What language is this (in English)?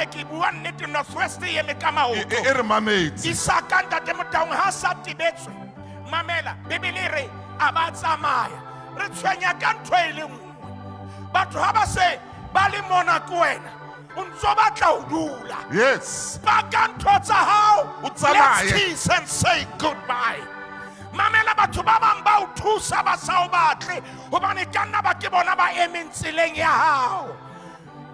Southern Sotho